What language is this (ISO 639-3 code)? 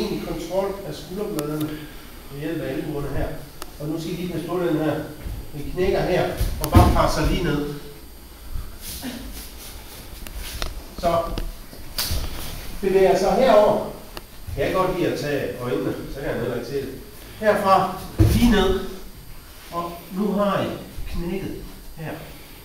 dan